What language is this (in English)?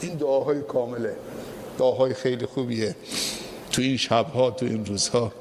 Persian